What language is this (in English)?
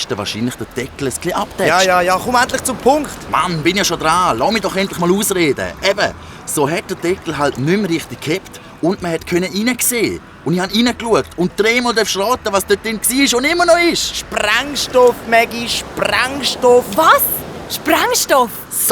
Swiss German